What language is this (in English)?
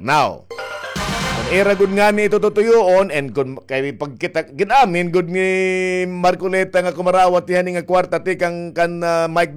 Waray